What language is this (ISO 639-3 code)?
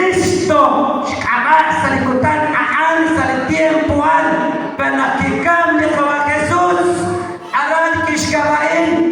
kek